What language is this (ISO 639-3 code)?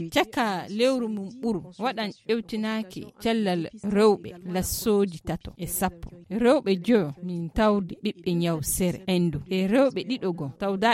ful